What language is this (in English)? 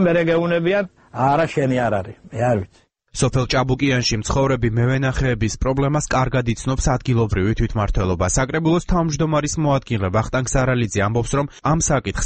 Georgian